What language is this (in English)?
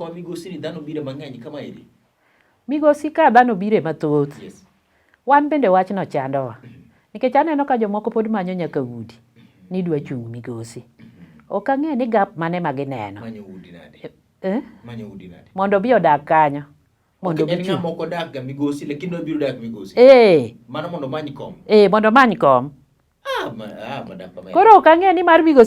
Luo (Kenya and Tanzania)